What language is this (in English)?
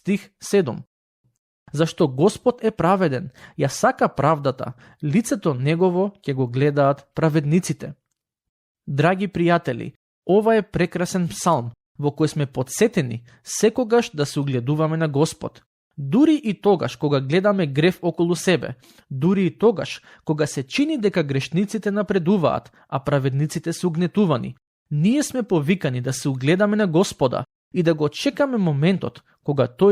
Macedonian